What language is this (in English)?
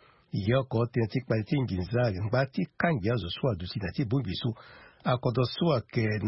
Sango